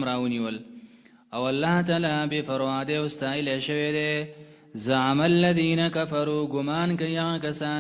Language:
Pashto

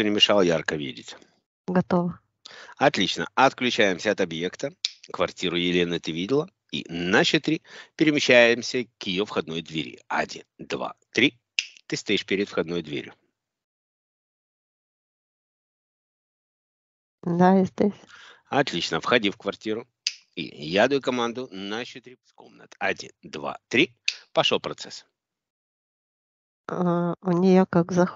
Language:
Russian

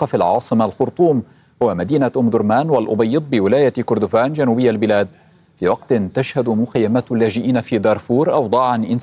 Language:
Arabic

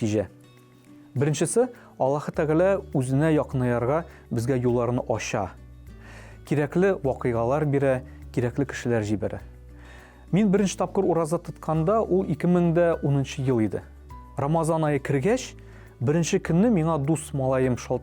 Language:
Tatar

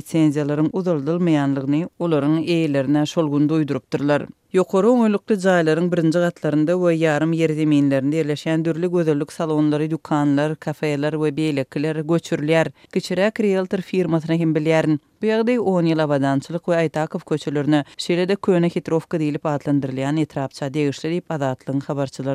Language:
Turkmen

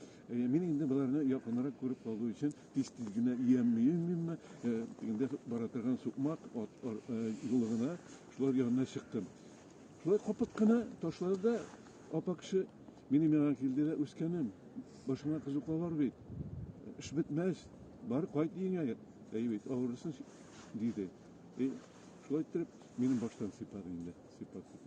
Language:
Tatar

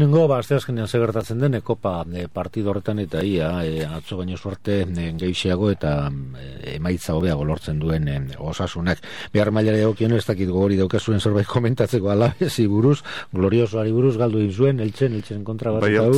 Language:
Basque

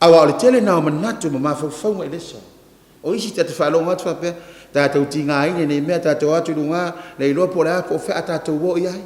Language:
Samoan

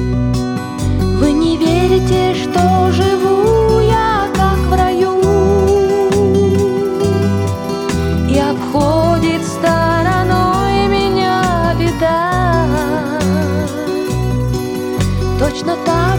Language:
Russian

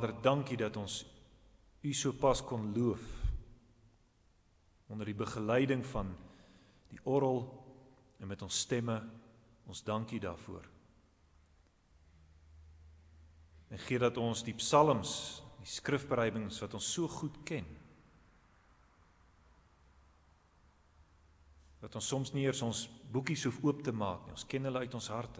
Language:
Afrikaans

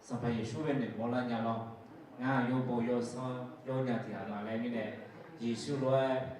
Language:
Akha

